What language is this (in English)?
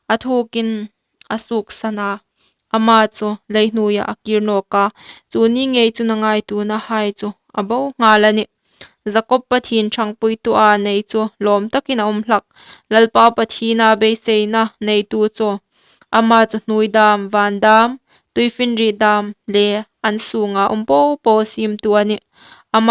Hmar